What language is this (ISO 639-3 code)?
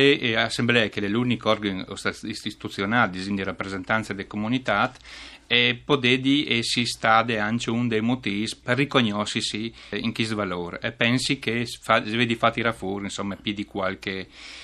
fur